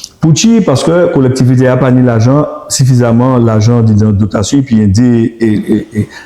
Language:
Guadeloupean Creole French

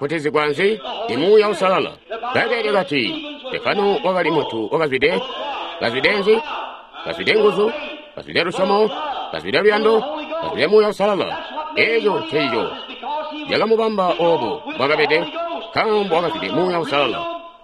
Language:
Tonga (Zambia)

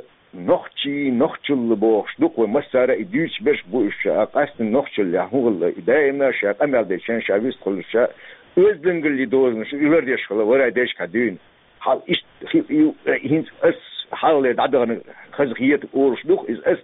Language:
Chechen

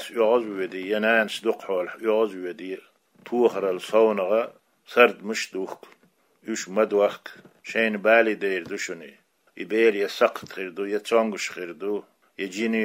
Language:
Chechen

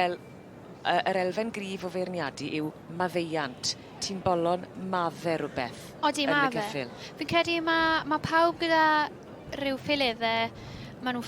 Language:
Welsh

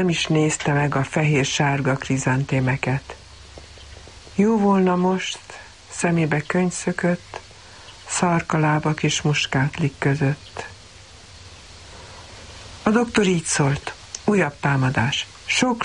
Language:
Hungarian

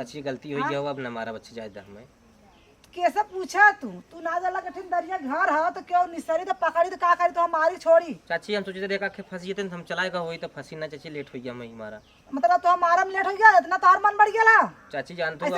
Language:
Awadhi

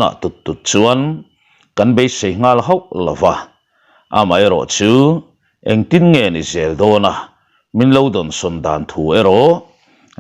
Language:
Mizo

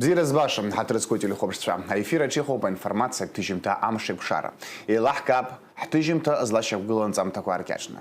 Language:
Abkhazian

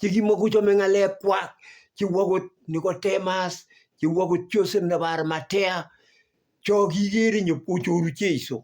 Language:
Kalenjin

